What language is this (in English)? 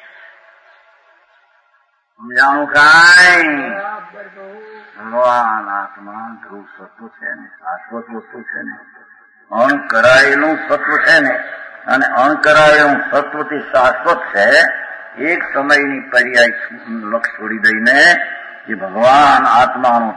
Gujarati